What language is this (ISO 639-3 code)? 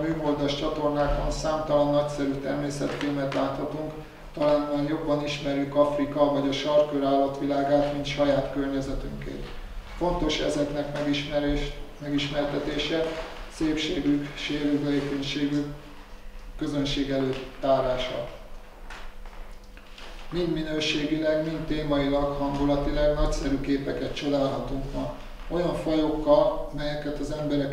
hun